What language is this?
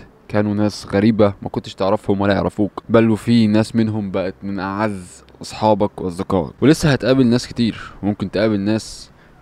Egyptian Arabic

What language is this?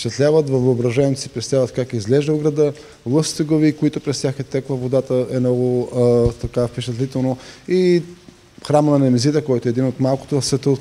Bulgarian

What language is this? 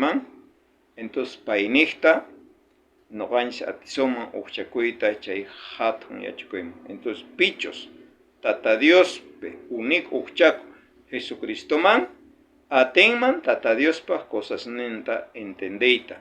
South Bolivian Quechua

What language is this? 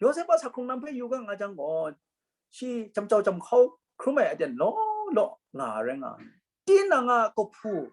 Kachin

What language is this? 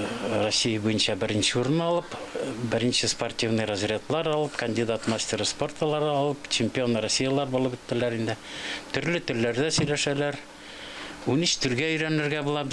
Tatar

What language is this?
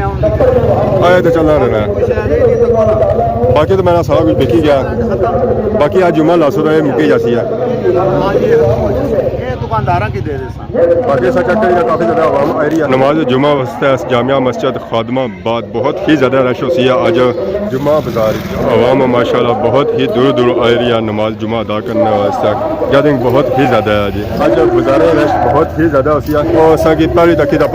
Pahari-Potwari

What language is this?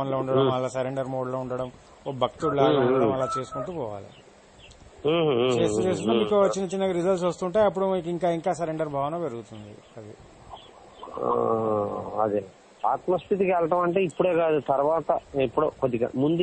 Telugu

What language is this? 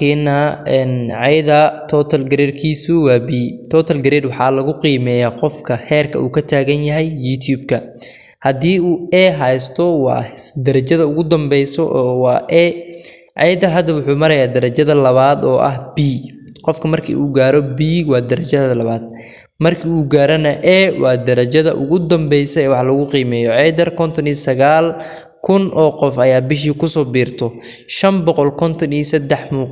Somali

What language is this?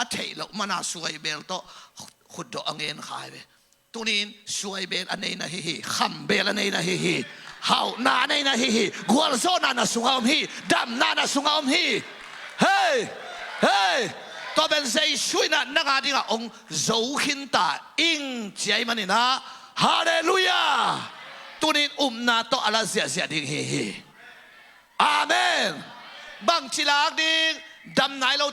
Tedim Chin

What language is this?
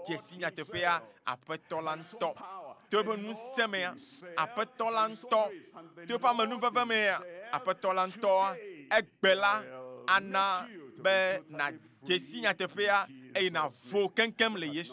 Ewe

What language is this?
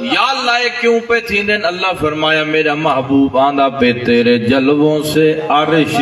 Saraiki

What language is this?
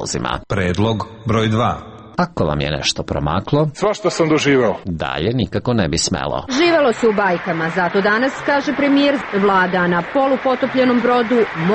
Serbian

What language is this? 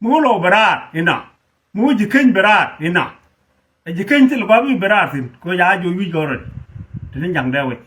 Nuer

